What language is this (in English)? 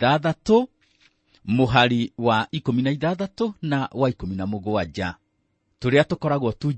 Kikuyu